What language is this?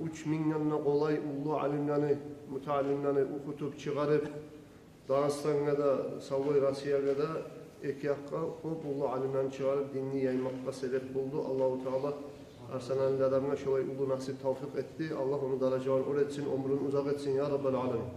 Kumyk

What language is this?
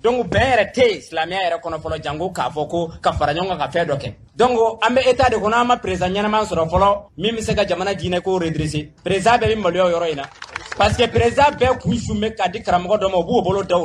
Bambara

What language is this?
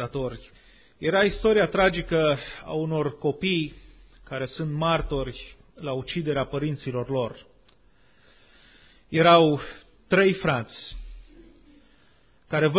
Romanian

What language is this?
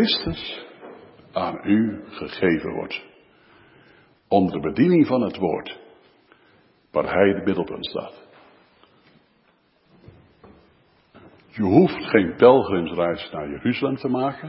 Dutch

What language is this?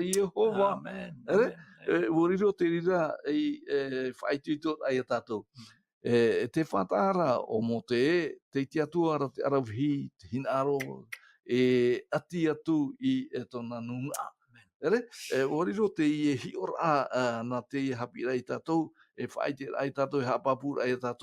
Tahitian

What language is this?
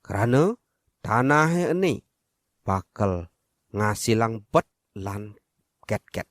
Balinese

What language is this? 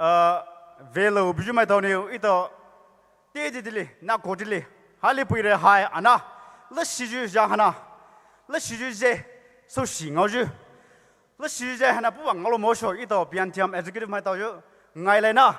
Poumei Naga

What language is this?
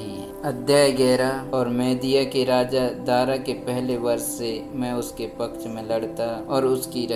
Hindi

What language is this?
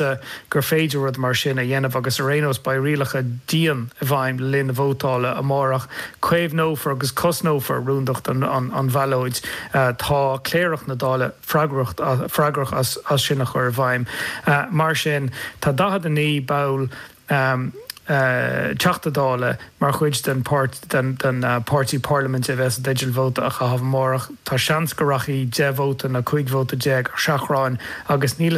Irish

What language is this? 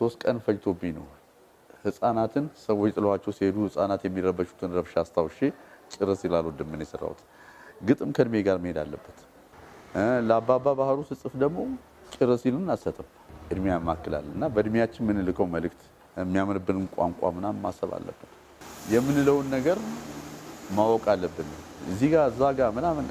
Amharic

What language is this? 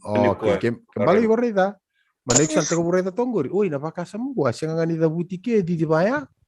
Fijian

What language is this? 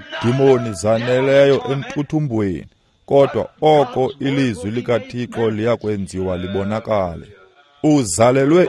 Xhosa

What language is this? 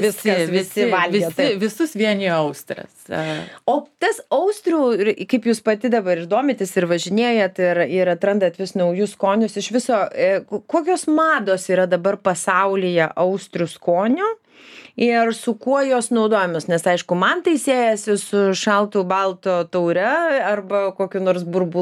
Lithuanian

